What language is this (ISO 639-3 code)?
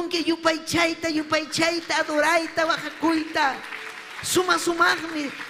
quy